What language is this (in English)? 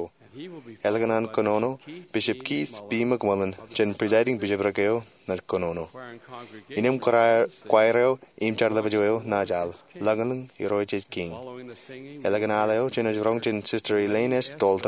Marshallese